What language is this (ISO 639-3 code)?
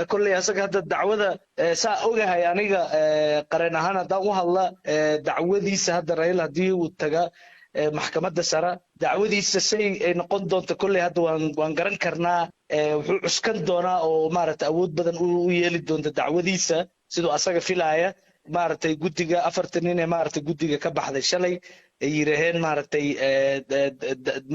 som